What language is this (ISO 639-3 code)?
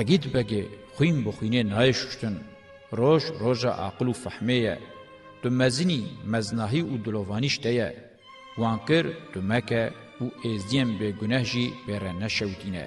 kur